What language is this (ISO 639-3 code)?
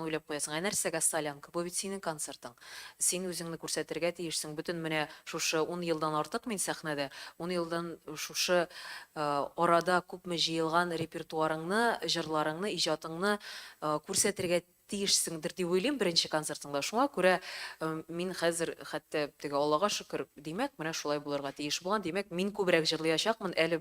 tat